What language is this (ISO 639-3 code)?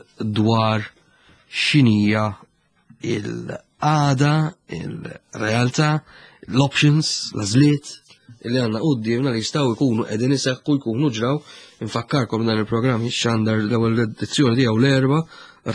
mlt